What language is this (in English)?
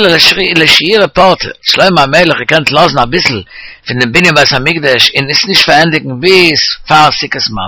Yiddish